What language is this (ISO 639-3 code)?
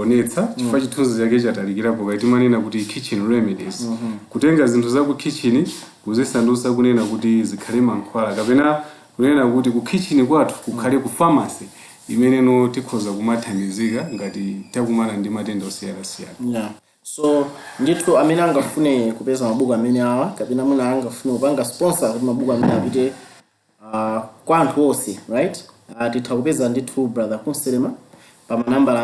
nya